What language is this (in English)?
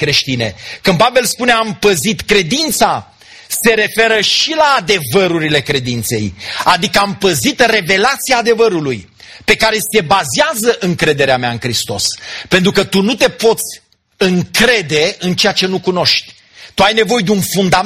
Romanian